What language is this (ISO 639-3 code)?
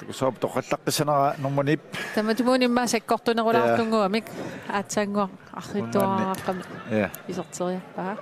kal